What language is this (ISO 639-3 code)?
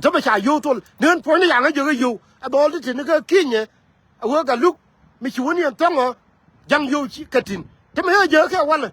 nus